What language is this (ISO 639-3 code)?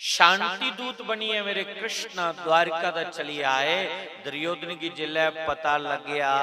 doi